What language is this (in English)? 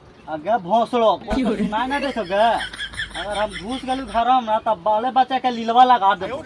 Magahi